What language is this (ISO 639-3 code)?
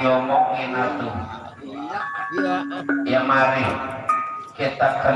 bew